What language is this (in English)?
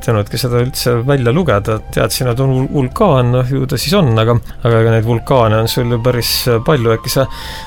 Estonian